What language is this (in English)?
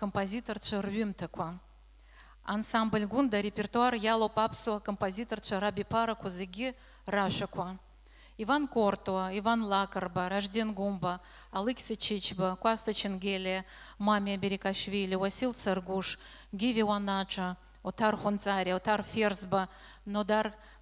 Abkhazian